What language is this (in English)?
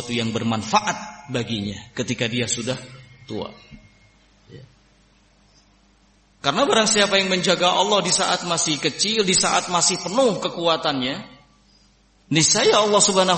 Indonesian